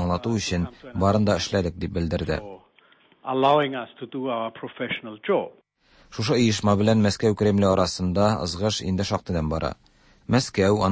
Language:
Tatar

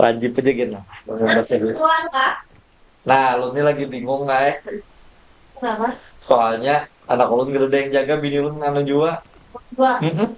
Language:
Banjar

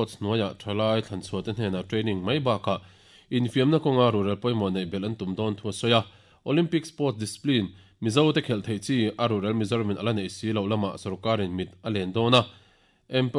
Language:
Mizo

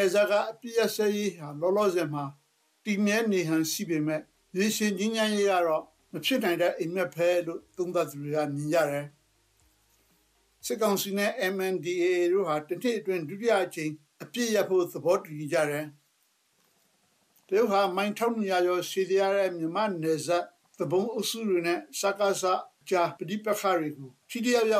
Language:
Burmese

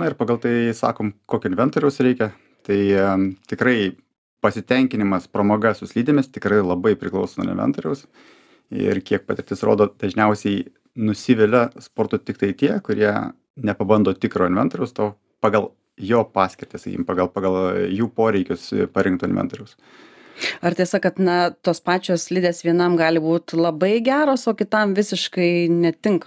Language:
Lithuanian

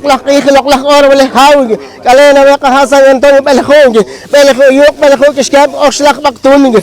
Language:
Poqomchi'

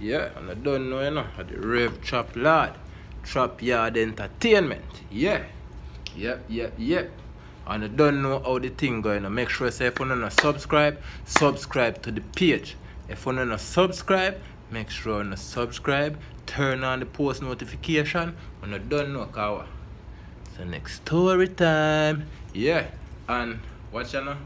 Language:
Jamaican Creole English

